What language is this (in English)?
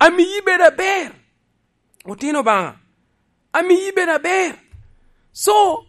Lango (Uganda)